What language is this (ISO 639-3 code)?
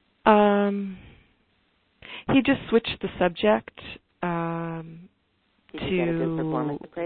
eng